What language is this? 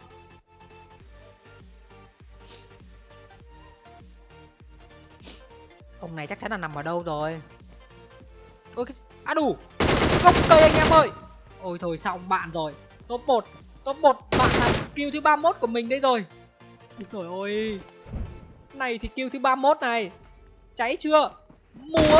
Vietnamese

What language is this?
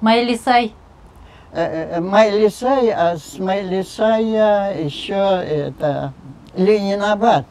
Crimean Tatar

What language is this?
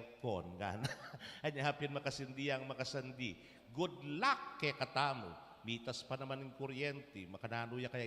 Pampanga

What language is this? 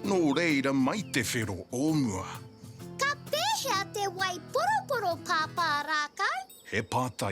Māori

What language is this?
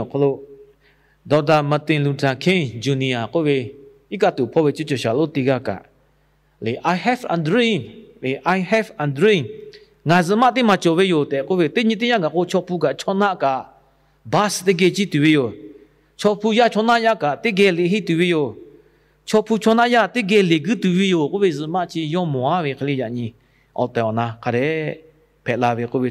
Lahu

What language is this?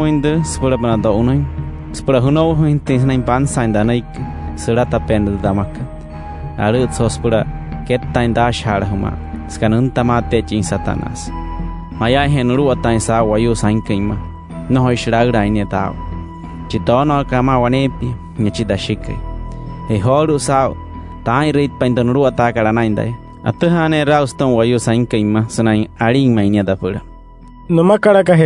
Wayuu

